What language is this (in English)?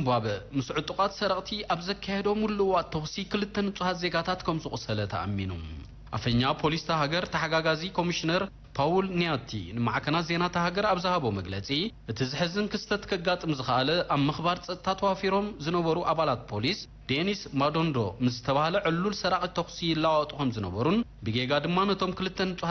Tigrinya